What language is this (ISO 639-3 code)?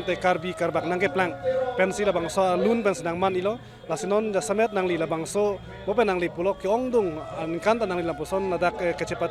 mjw